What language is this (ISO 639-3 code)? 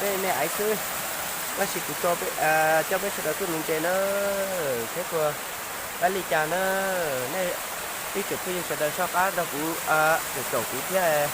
hmn